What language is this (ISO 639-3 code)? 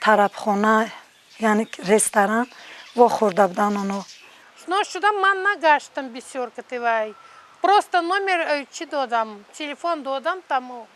tgk